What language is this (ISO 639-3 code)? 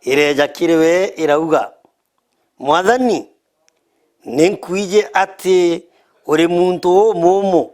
mer